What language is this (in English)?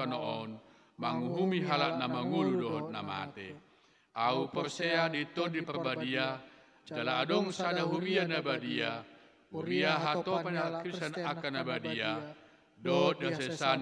Batak Toba